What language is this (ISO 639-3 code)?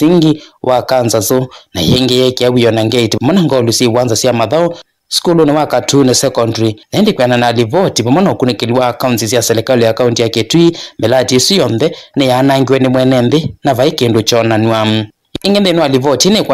kam